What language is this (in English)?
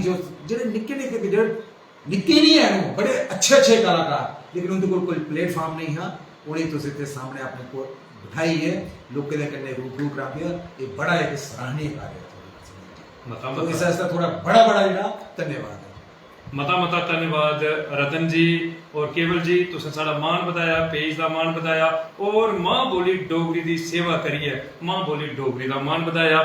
Dogri